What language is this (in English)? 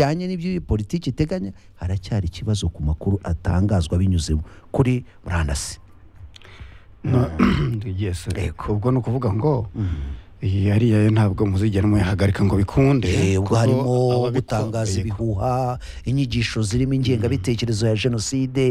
Kinyarwanda